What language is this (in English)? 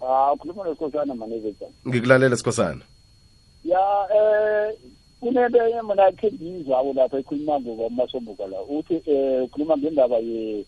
South Ndebele